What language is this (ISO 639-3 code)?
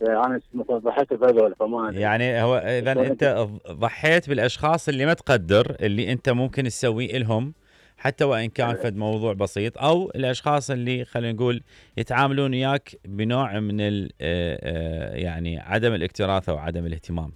acm